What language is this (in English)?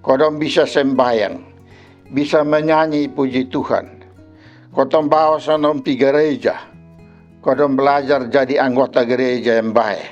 Kupang Malay